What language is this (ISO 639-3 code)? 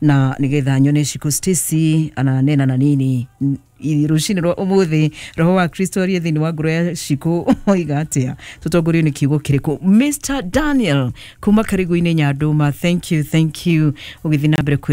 kik